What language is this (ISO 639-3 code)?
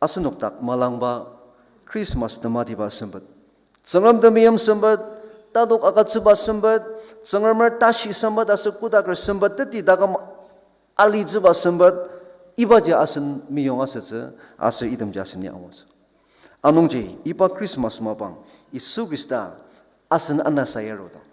njo